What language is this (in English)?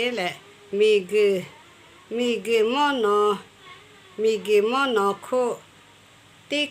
Lahu